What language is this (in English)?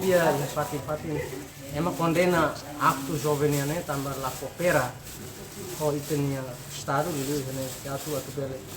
Tetum